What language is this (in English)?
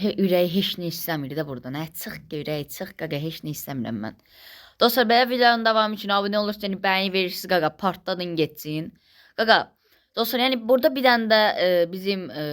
Azerbaijani